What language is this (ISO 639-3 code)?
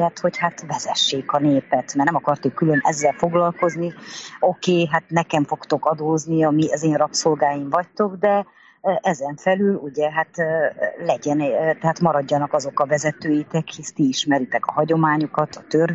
hun